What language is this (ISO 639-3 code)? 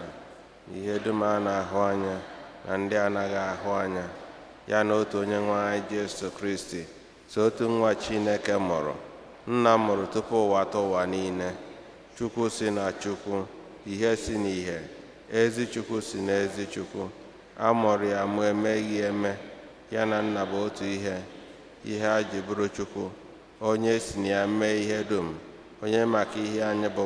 ibo